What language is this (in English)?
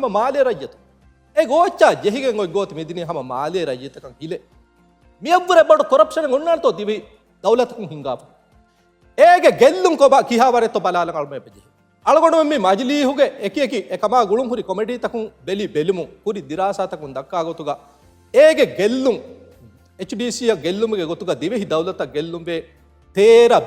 Divehi